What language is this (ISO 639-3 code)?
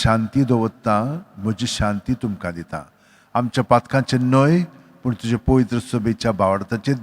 kok